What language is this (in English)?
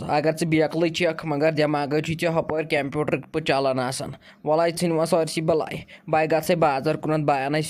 Kashmiri